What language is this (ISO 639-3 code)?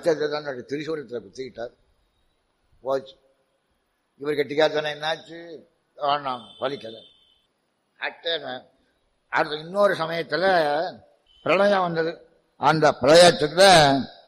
tam